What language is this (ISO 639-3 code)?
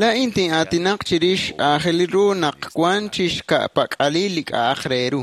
kek